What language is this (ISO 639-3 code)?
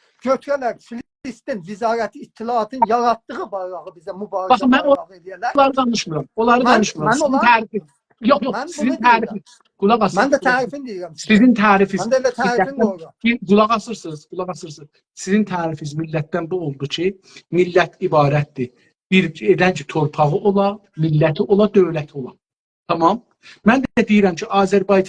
azb